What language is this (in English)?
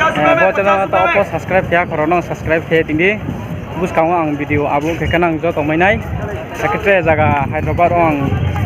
Riang (India)